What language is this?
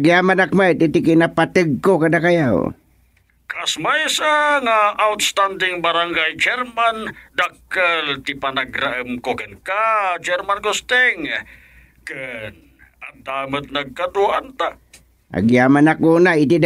Iloko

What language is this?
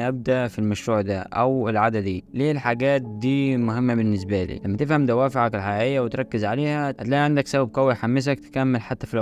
Egyptian Arabic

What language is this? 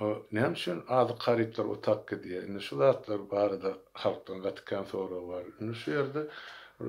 Turkmen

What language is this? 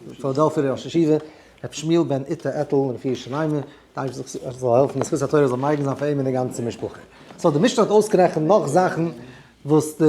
Yiddish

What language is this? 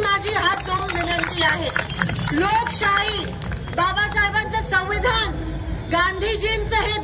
Marathi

